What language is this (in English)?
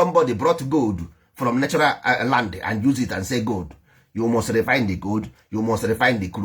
Igbo